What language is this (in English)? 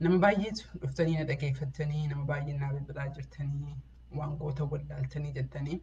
Oromo